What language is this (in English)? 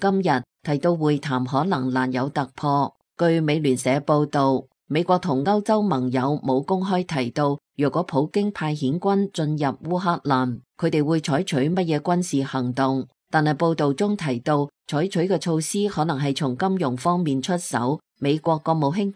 Cantonese